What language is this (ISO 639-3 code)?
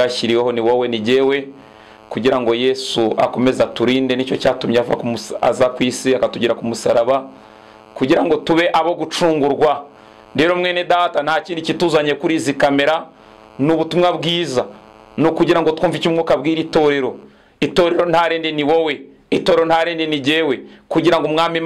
kin